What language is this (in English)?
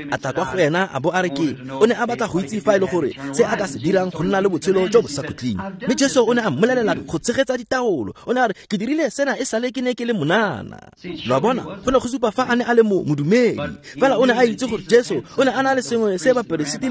Tswana